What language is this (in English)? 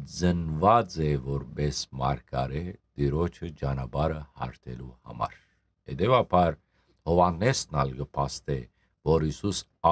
Western Armenian